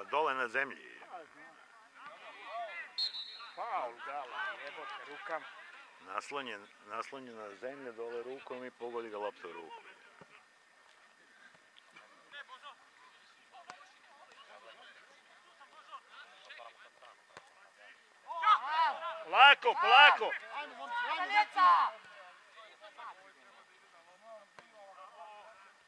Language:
Serbian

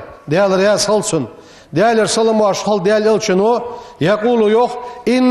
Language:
Ingush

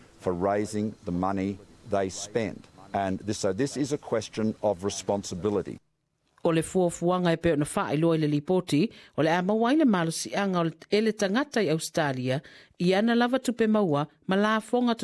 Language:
Samoan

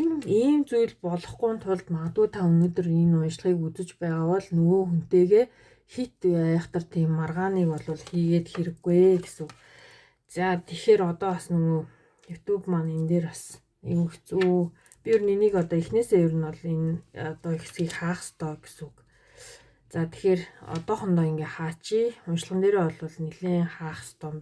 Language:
Mongolian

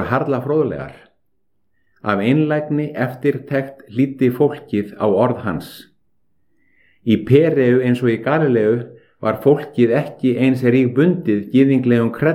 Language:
Icelandic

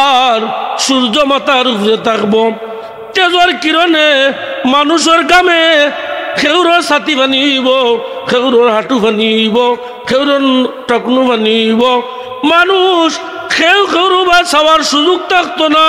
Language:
Sylheti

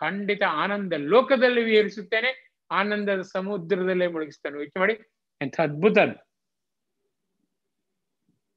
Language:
Kannada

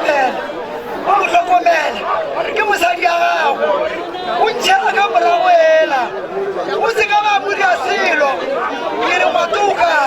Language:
Northern Sotho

